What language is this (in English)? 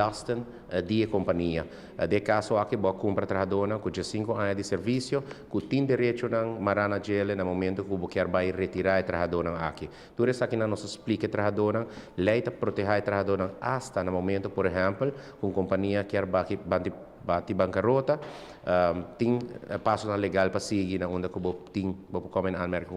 Papiamento